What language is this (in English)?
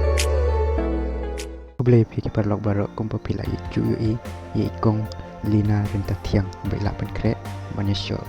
Khasi